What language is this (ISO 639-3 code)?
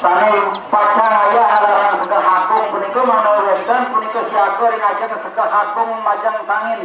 ban